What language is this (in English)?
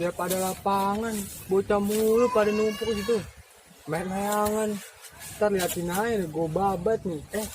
Betawi